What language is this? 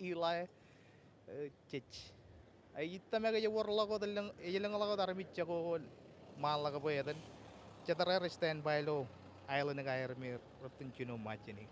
Marshallese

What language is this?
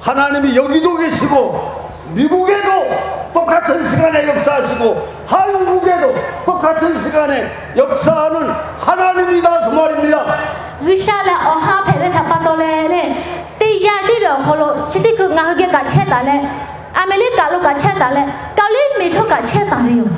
Lahu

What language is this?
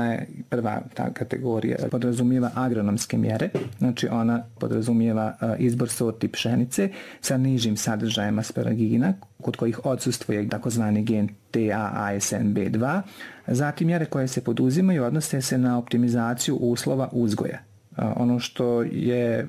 Bosnian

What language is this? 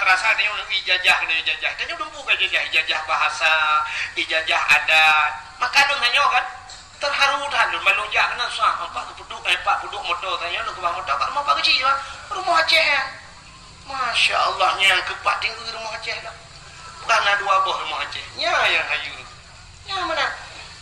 Achinese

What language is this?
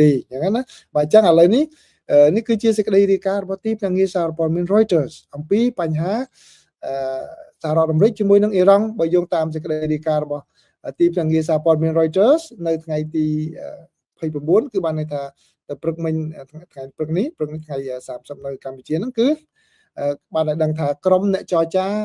Khmer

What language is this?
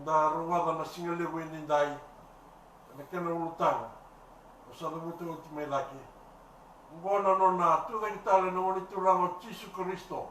Fijian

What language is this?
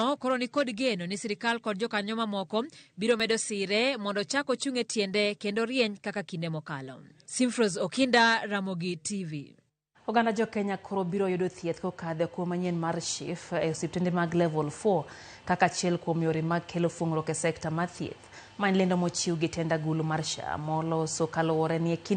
Luo (Kenya and Tanzania)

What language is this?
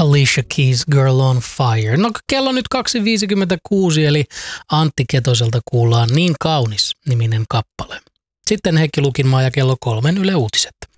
Finnish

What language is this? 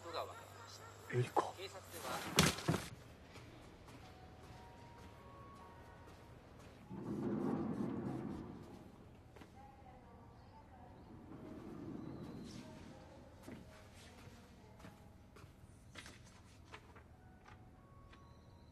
Japanese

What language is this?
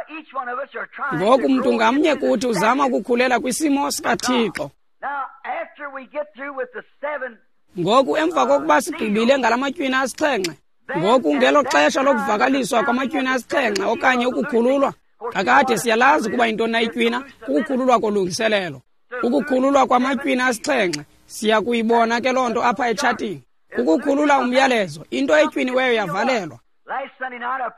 Xhosa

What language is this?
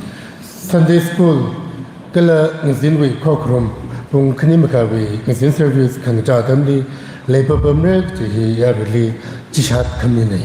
Tangkhul Naga (India)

